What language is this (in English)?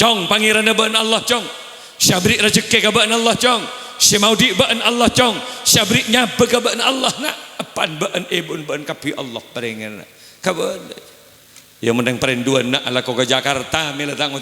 Madurese